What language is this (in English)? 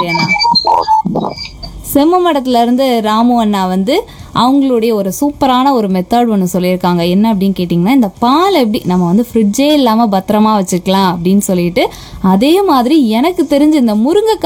Tamil